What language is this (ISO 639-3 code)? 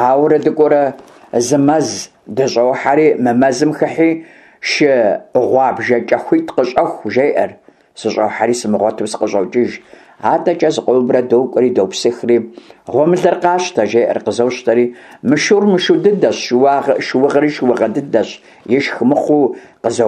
kbd